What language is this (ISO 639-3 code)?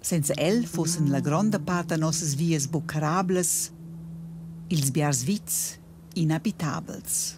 roh